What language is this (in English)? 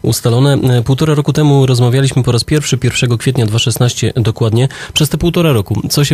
Polish